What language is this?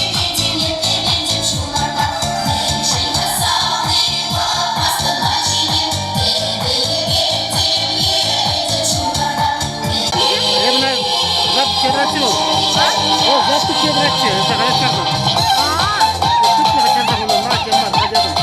Chuvash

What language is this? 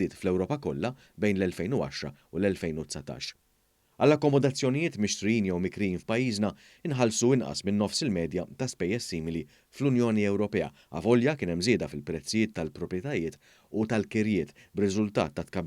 Maltese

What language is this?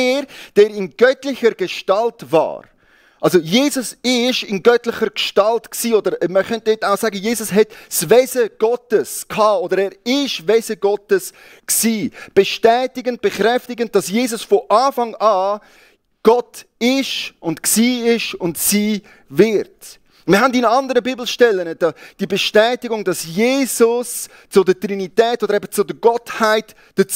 Swiss German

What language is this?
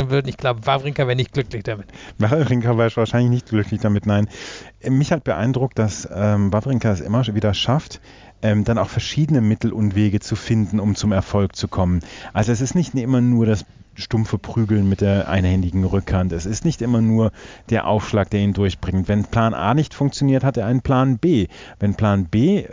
German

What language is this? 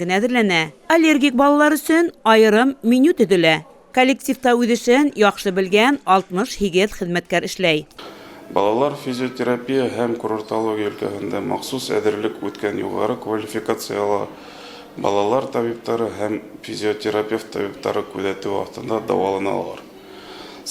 Bashkir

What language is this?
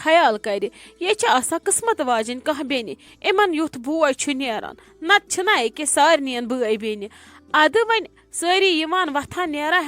Kashmiri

